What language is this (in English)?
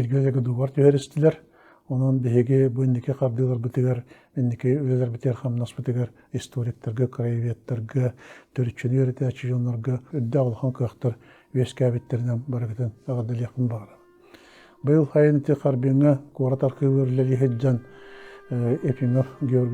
Yakut